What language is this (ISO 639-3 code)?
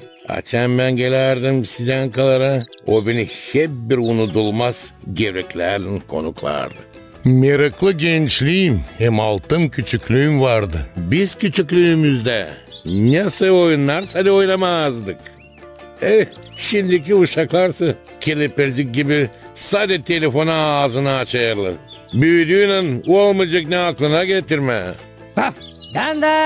gag